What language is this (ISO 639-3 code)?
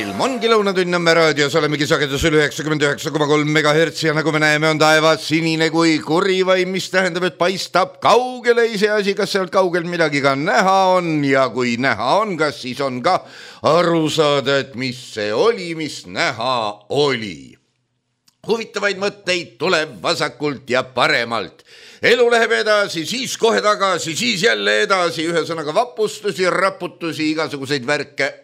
est